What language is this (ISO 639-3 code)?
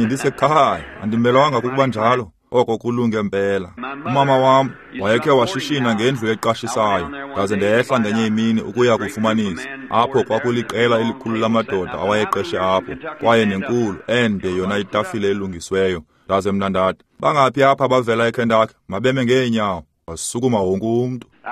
xho